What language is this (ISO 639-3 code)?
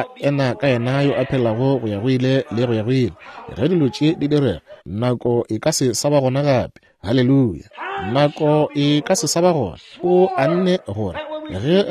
nso